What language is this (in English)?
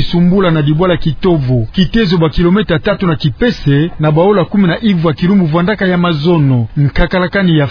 Kituba (Democratic Republic of Congo)